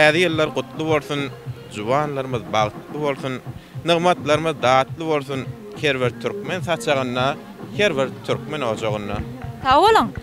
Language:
Turkmen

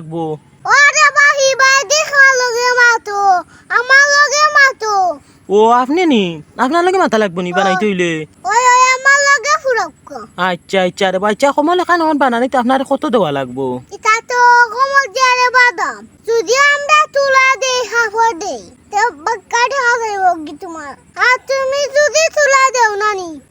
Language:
Sylheti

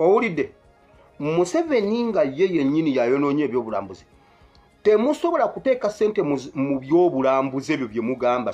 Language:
Ganda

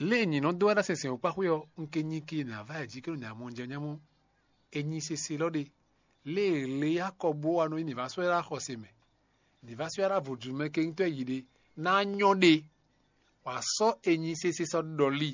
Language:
Fon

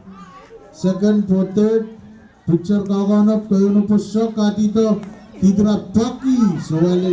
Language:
Pohnpeian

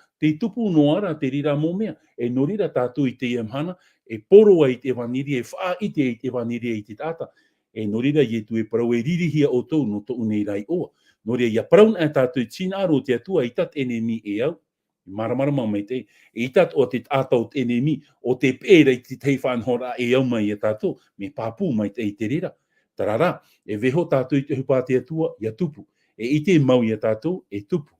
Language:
Tahitian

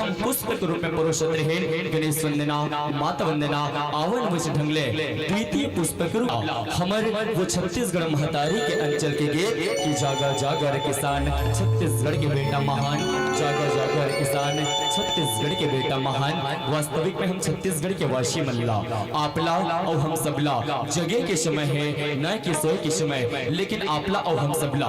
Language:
Chhattisgarhi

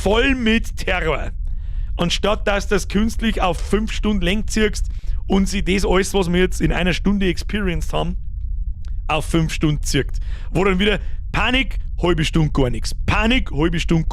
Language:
Bavarian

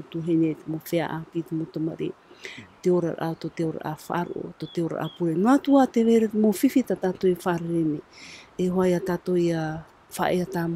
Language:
Tahitian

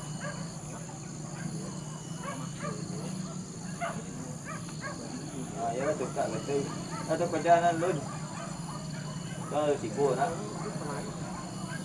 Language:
Malay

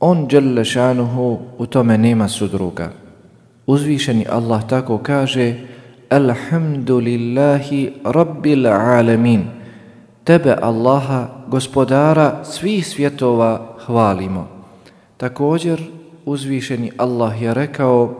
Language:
Bosnian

